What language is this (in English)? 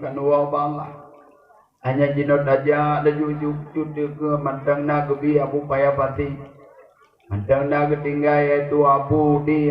Achinese